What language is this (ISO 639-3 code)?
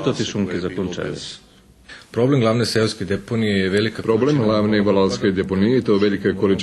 rue